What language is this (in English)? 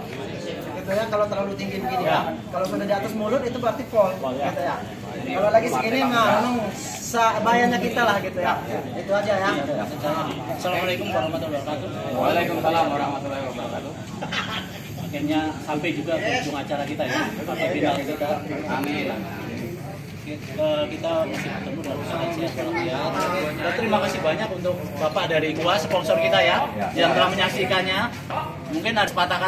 Indonesian